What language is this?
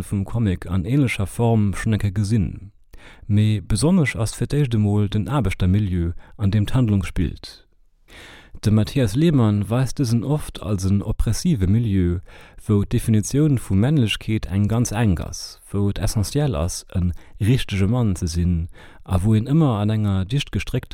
Luxembourgish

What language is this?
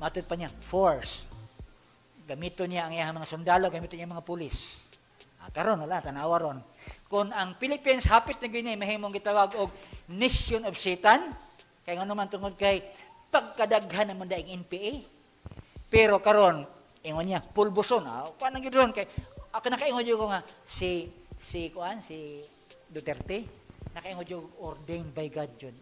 Cebuano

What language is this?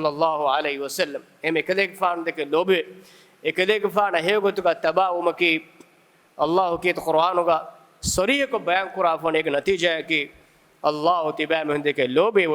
Divehi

